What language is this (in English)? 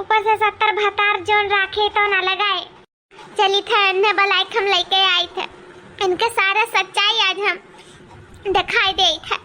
Awadhi